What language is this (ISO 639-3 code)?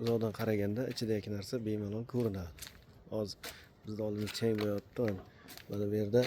uzb